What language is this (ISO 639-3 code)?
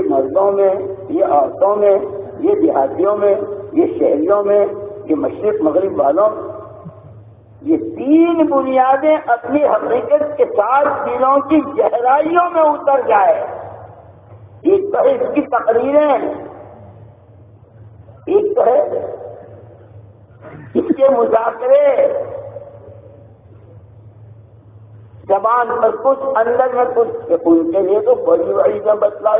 urd